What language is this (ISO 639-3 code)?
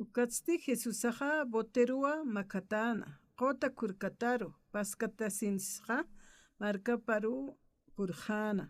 aym